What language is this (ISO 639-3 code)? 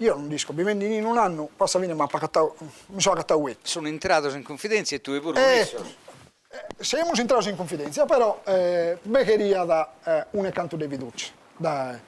srd